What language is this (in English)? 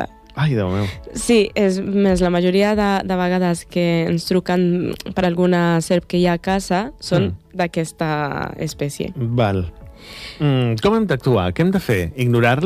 Catalan